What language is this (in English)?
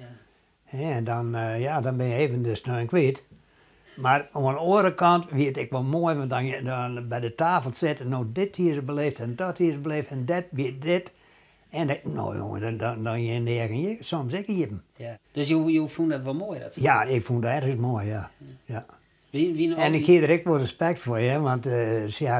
Western Frisian